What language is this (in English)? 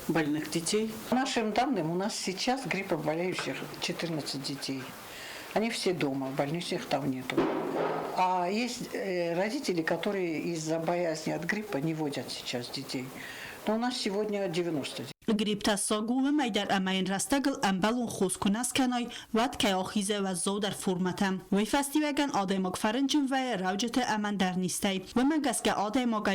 Ossetic